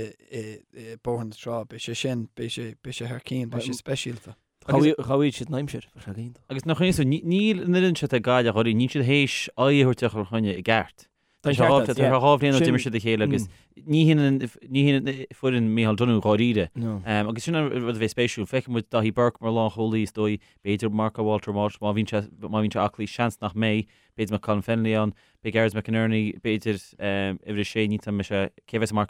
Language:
Irish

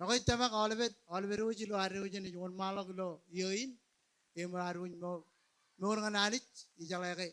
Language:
Marshallese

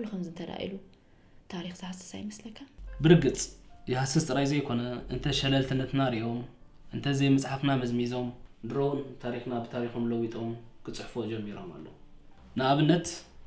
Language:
Tigrinya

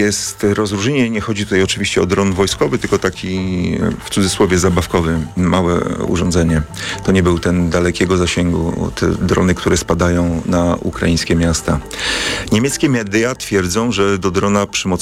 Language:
Polish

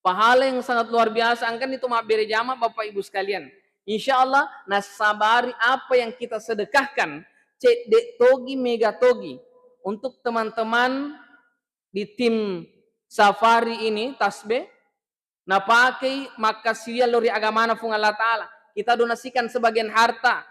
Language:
Buginese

